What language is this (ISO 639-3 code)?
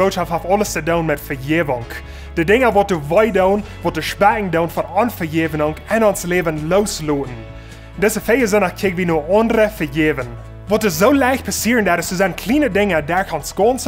pdt